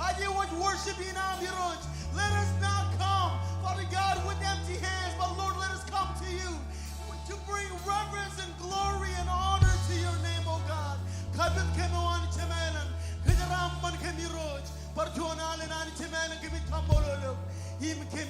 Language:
Marshallese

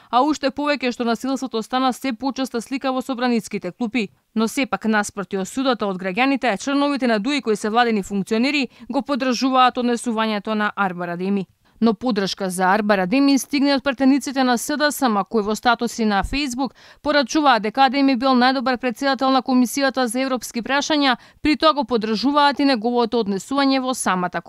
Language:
Macedonian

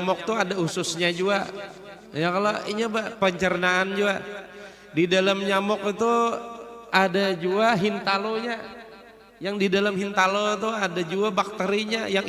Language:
Banjar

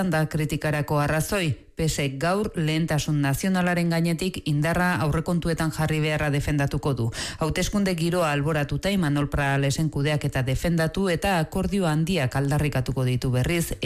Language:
Basque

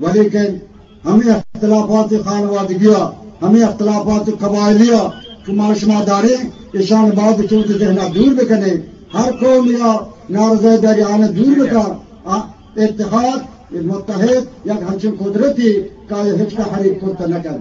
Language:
Eastern Balochi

